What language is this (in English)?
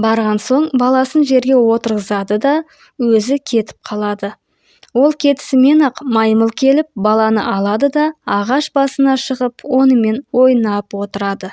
Kazakh